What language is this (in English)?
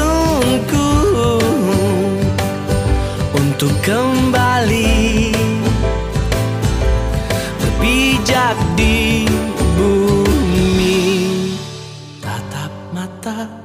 Indonesian